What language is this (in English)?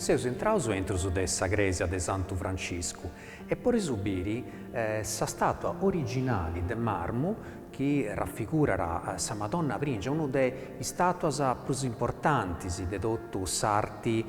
Sardinian